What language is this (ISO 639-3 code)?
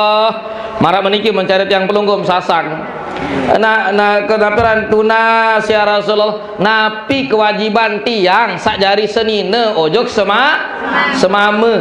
sas